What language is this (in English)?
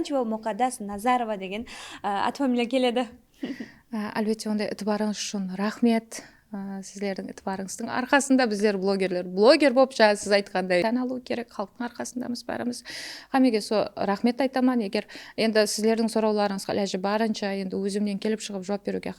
Kara-Kalpak